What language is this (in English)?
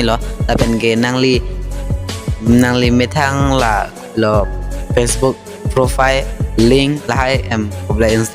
Karbi